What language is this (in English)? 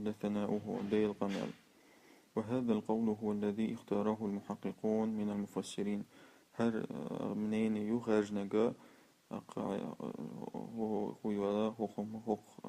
Chechen